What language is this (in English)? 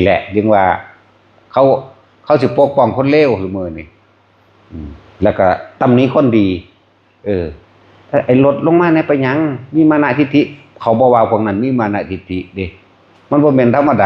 Lao